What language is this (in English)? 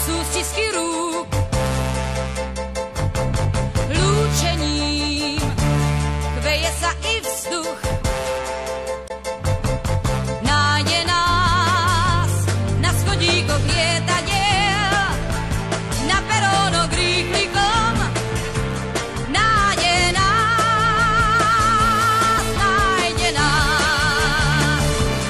Slovak